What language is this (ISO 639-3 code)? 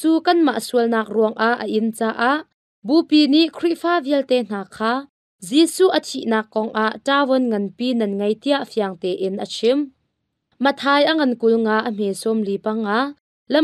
cnh